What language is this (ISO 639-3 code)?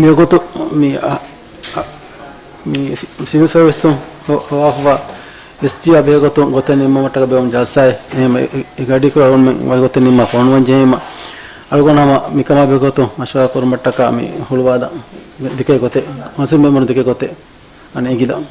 div